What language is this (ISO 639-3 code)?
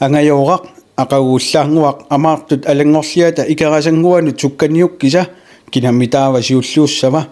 kal